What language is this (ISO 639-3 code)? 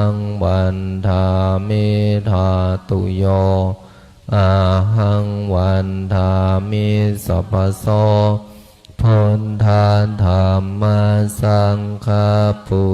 pli